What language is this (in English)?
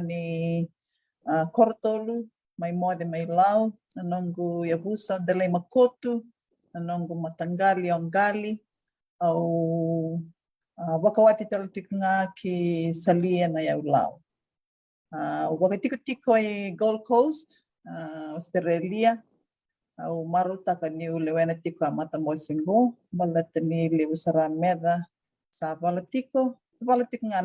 Fijian